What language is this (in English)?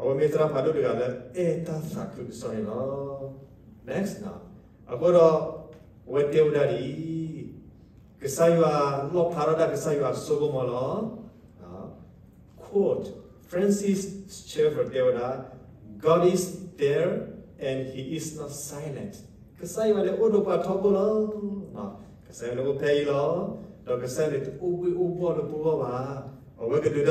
S'gaw Karen